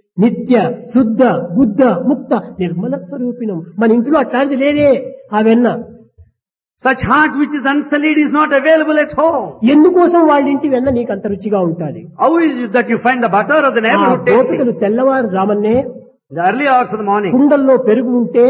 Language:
Telugu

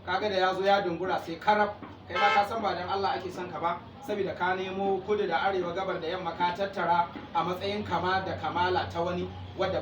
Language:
Hausa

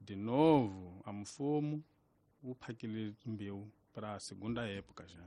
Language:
Tsonga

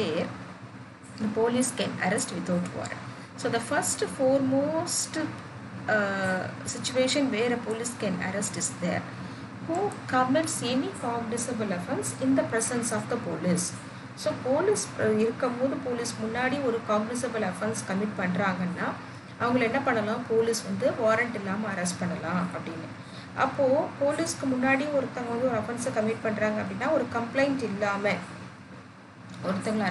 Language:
Tamil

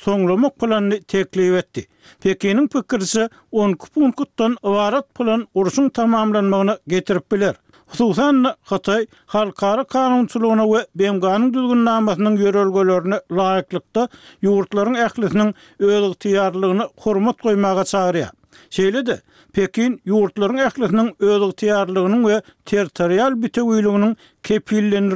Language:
Turkmen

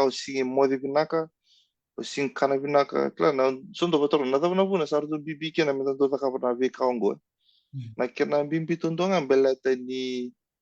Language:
Fijian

